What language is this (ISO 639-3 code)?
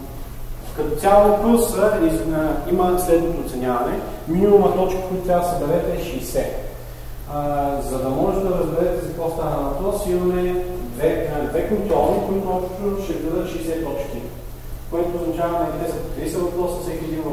bul